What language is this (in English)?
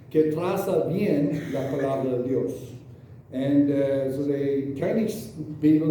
Plautdietsch